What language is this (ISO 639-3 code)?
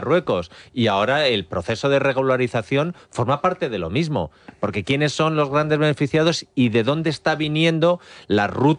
spa